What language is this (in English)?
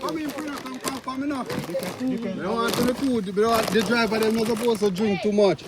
Jamaican Creole English